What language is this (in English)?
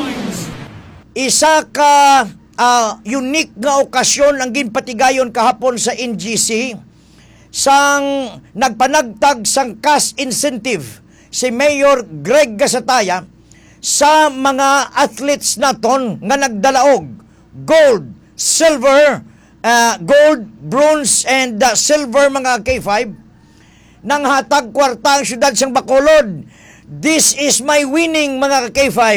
Hiligaynon